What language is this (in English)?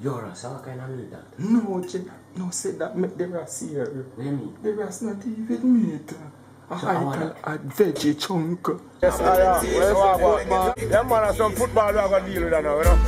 Jamaican Creole English